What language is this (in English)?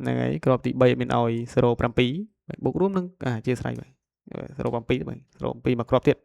Khmer